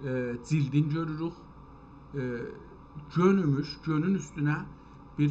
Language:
South Azerbaijani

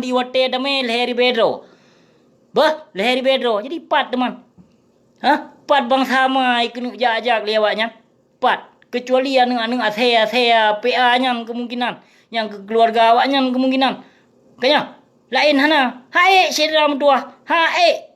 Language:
Achinese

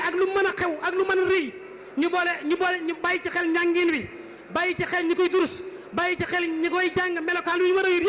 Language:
Wolof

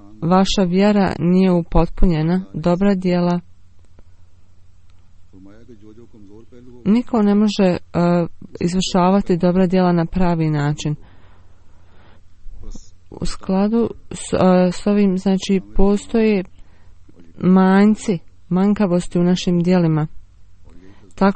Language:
Bosnian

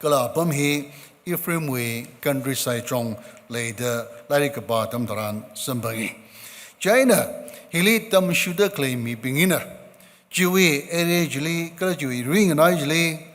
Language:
Tangkhul Naga (India)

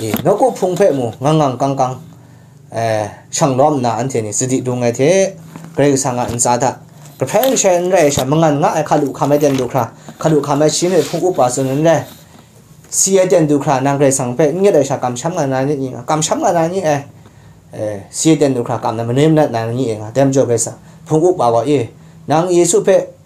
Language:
Kachin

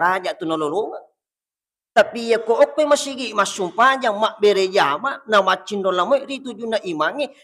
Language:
Buginese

